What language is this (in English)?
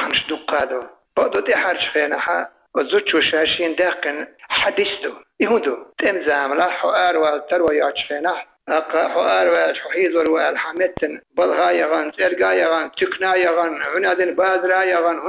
Chechen